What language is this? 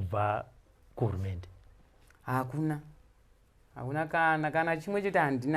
Shona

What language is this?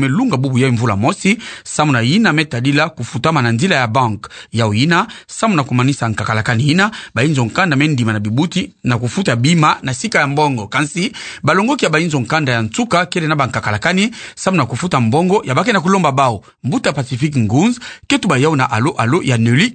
Kituba (Democratic Republic of Congo)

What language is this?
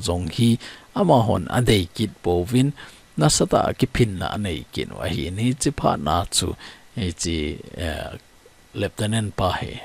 Thado Chin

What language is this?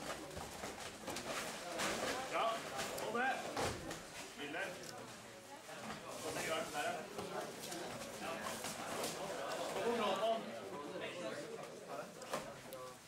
Norwegian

